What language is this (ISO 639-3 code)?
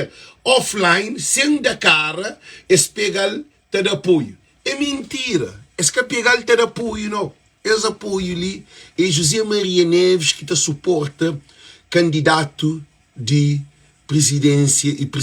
kea